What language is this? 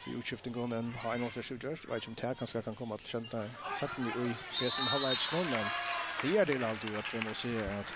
Faroese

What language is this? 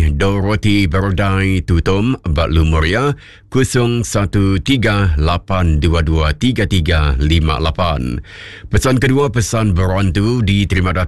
Iban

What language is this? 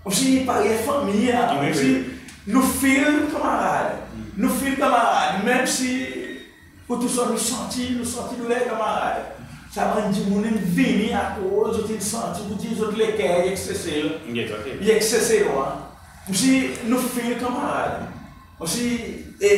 Seselwa Creole French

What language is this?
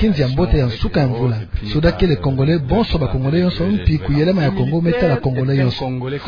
Kituba (Democratic Republic of Congo)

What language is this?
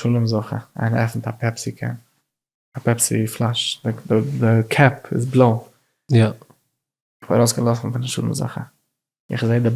Yiddish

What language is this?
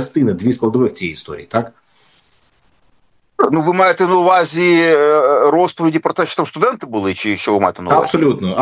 Ukrainian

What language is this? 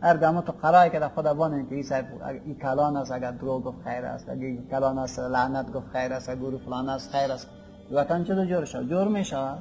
Persian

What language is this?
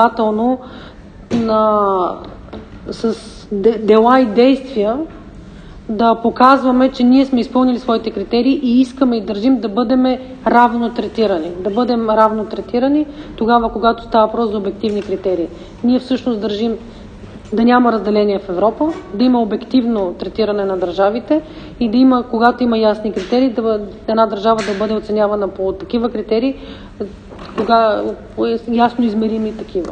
Bulgarian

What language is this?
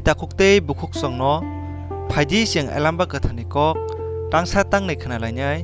Kok Borok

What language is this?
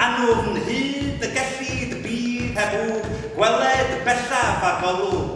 Welsh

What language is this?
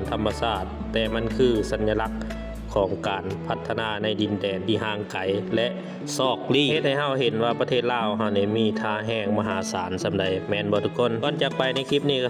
Lao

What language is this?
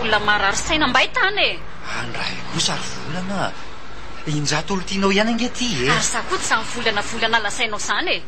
Malagasy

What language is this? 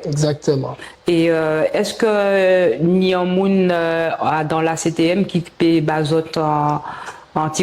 Guadeloupean Creole French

